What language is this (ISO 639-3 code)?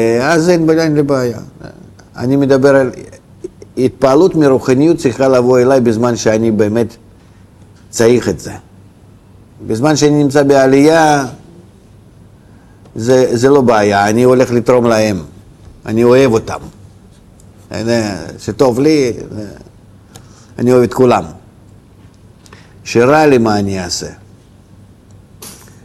heb